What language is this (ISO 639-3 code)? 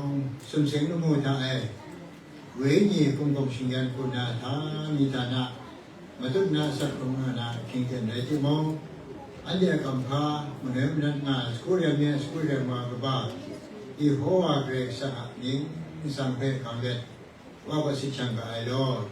kac